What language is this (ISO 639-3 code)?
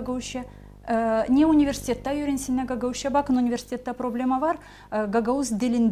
gag